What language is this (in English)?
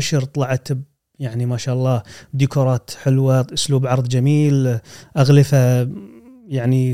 Gulf Arabic